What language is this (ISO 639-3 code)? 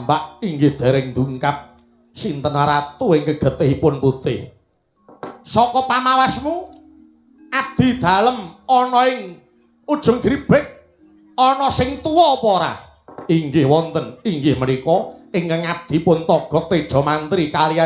jav